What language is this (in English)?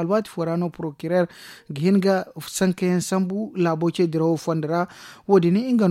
Zarma